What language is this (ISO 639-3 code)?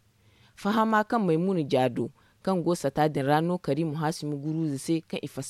dje